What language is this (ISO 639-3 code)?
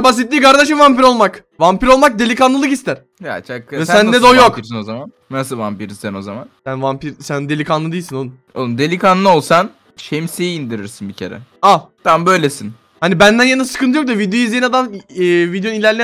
tur